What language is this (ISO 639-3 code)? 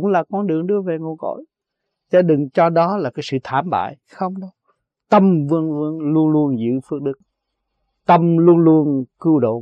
vie